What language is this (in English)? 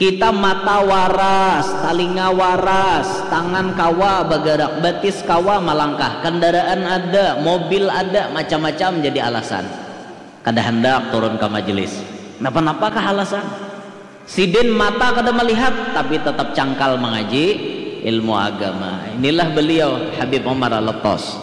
Banjar